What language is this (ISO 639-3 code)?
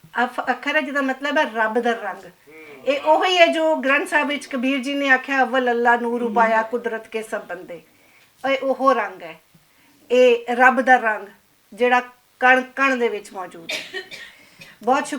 lah